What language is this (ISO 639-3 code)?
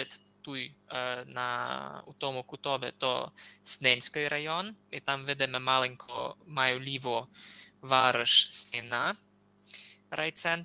rue